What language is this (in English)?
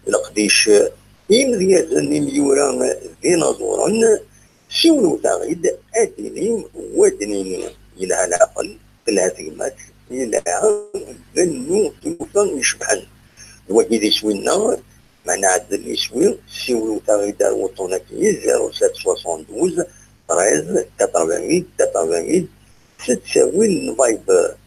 Kabyle